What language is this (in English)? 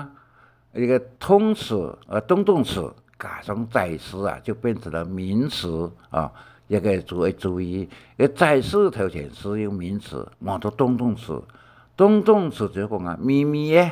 Hakka Chinese